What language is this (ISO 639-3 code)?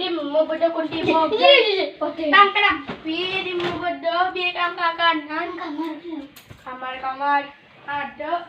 mad